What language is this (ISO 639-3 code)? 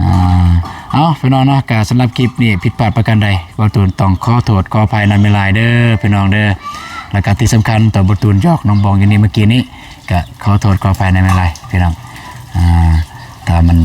lao